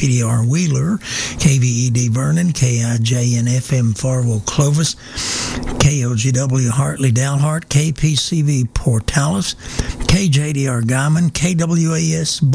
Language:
English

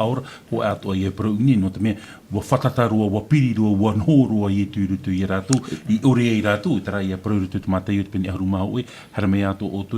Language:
Tahitian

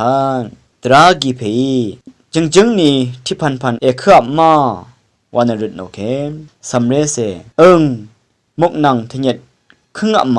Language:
Rawang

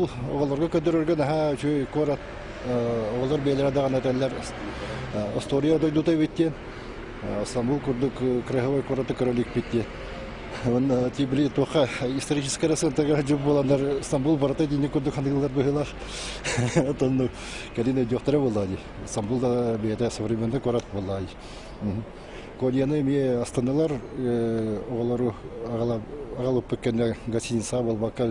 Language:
Yakut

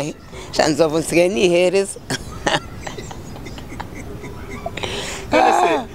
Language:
Kinyarwanda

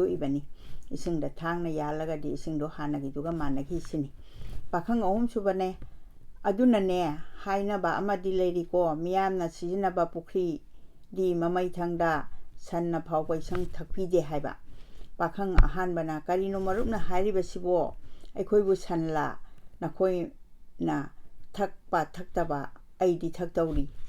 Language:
Manipuri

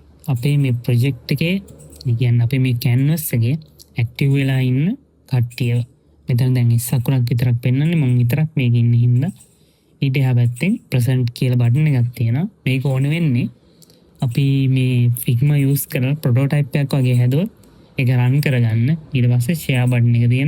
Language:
Sinhala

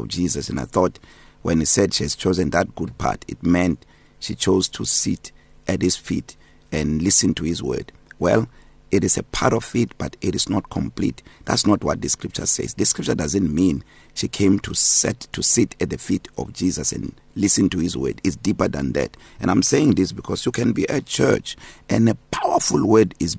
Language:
English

